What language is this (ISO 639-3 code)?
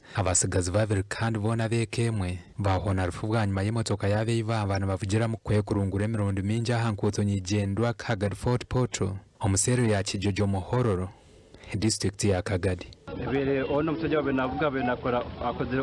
nyn